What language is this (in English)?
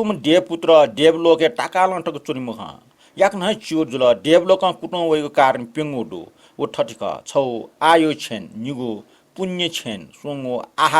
Newari